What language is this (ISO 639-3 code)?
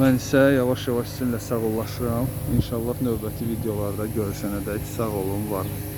aze